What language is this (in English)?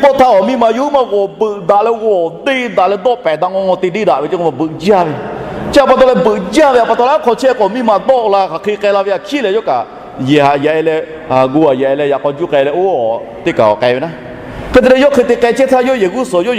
Lahu